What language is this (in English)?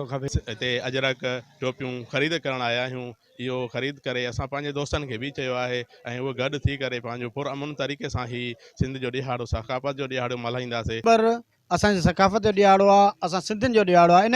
Sindhi